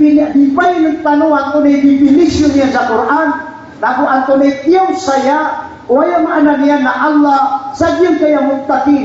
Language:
Maranao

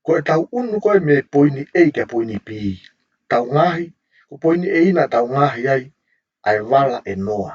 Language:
Tongan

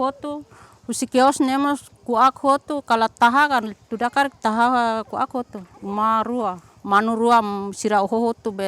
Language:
Tetum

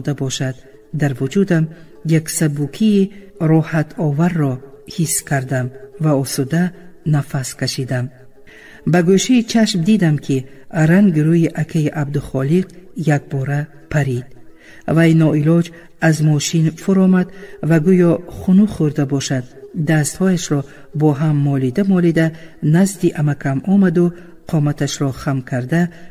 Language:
Tajik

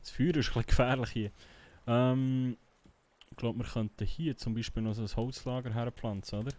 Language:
Swiss German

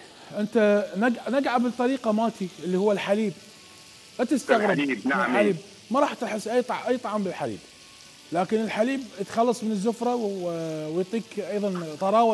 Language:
Mesopotamian Arabic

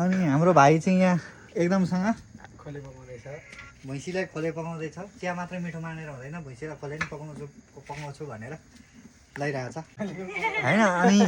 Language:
Nepali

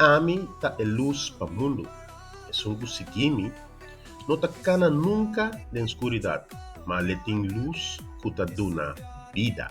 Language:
Papiamento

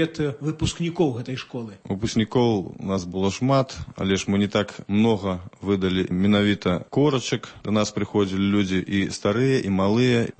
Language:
Belarusian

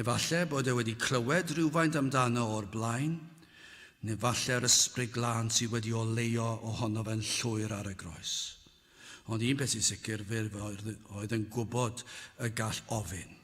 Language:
Welsh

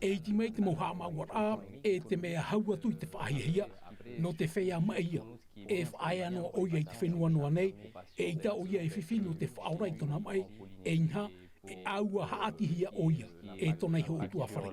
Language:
Tahitian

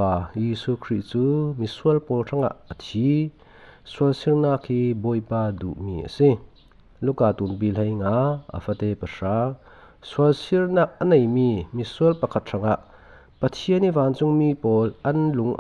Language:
Falam Chin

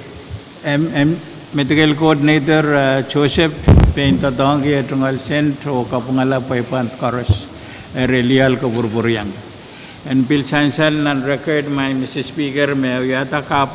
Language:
Pohnpeian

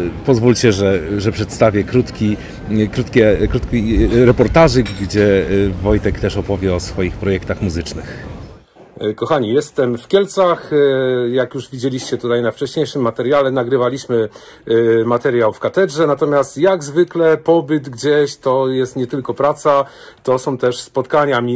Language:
Polish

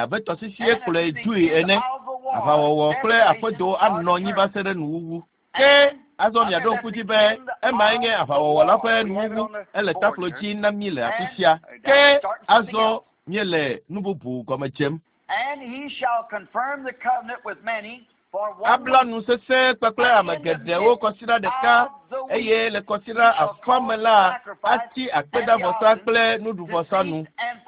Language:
Ewe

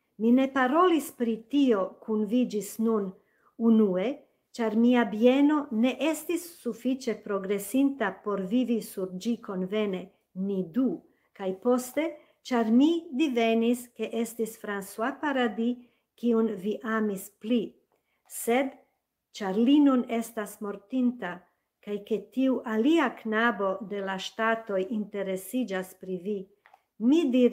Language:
Esperanto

